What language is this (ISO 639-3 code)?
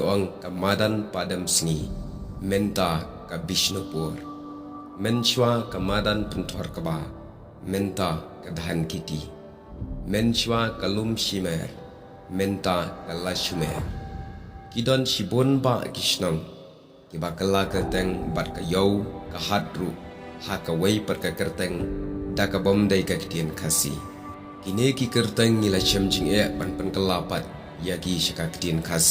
kha